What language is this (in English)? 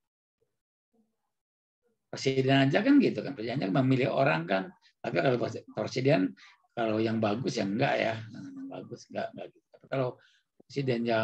Indonesian